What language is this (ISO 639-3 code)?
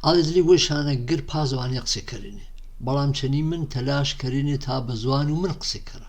hac